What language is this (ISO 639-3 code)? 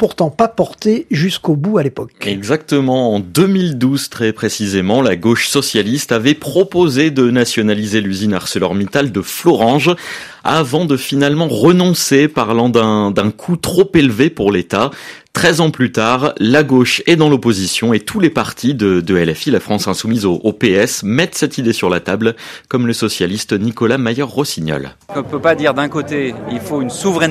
fra